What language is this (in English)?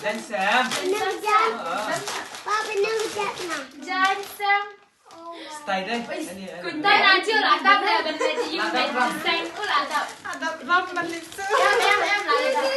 Khasi